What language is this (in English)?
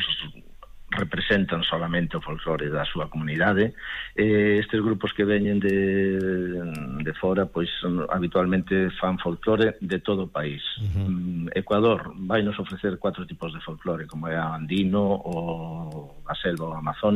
Galician